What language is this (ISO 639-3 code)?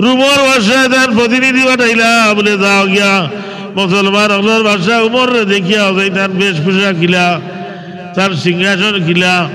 syl